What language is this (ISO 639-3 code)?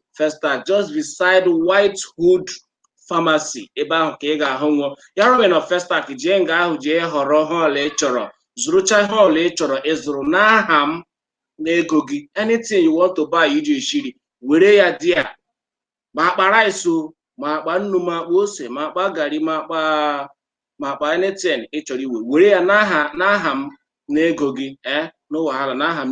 ibo